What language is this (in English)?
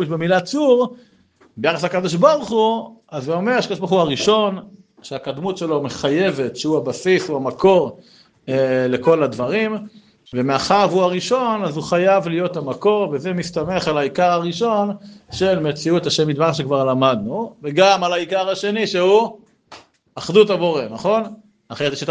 Hebrew